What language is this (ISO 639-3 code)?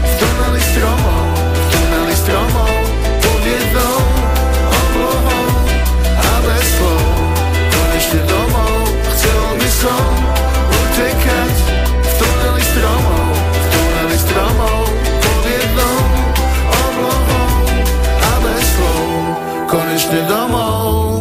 slk